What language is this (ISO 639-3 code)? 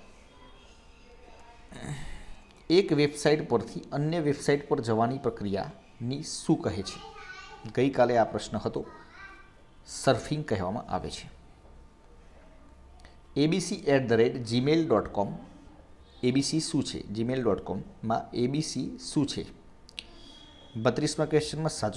guj